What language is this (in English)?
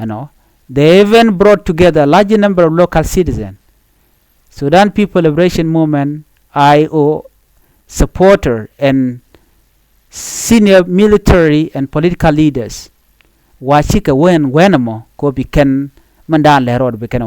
Nuer